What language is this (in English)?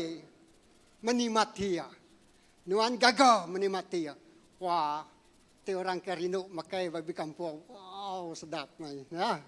Iban